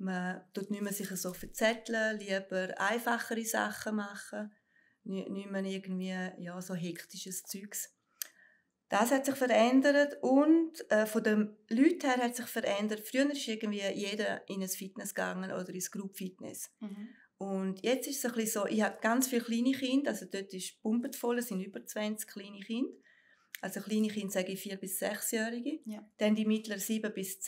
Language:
Swiss German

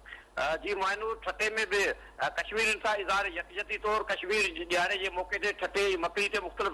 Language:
Sindhi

